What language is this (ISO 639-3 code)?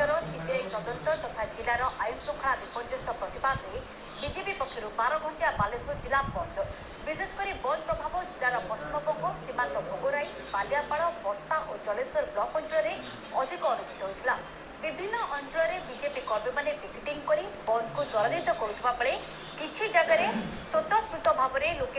ori